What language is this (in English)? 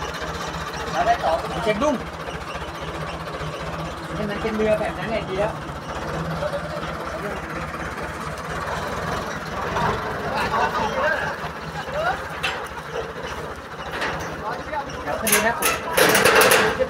Thai